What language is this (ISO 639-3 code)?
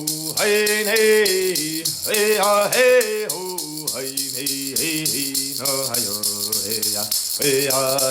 moh